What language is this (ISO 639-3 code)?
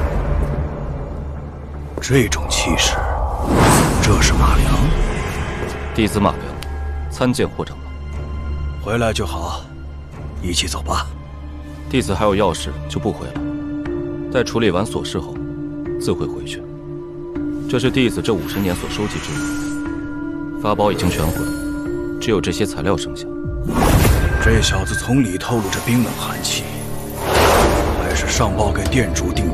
zho